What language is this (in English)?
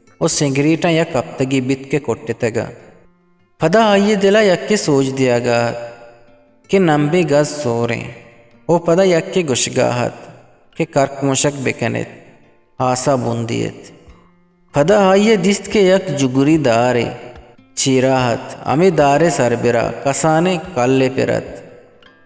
Eastern Balochi